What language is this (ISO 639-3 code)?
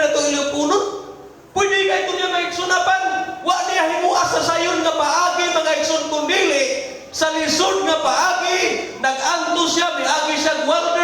ceb